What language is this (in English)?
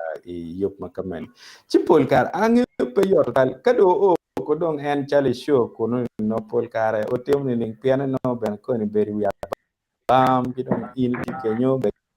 Acoli